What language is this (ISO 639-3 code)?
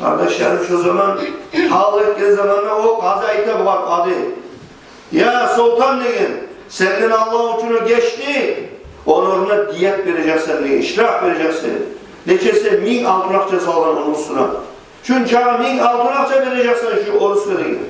kum